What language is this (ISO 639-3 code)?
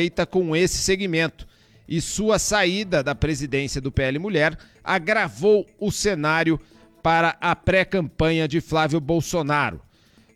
por